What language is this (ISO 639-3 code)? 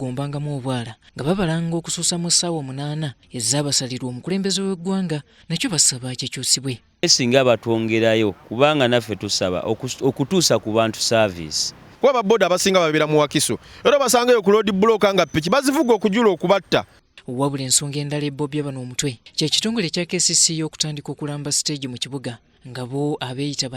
lug